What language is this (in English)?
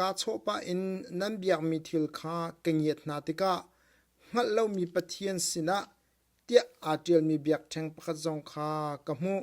Hakha Chin